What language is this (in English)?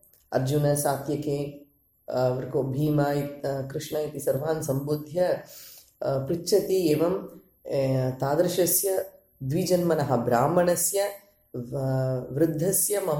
Sanskrit